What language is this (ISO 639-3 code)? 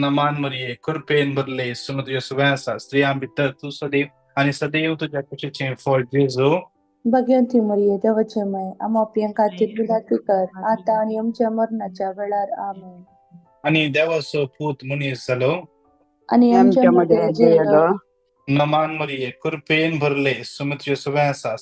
kok